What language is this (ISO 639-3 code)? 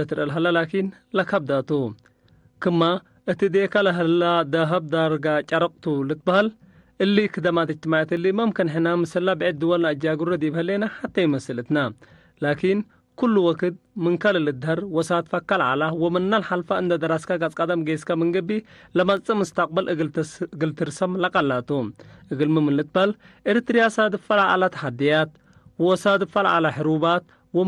tig